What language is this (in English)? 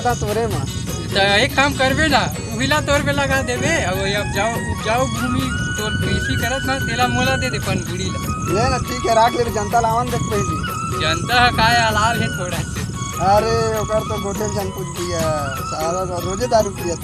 Chhattisgarhi